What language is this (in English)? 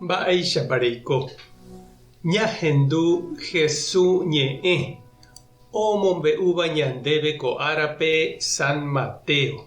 Guarani